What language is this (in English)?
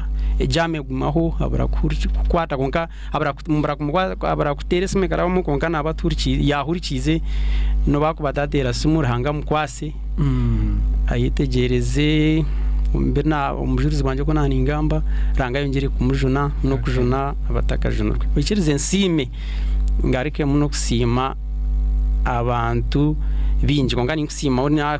Nyankole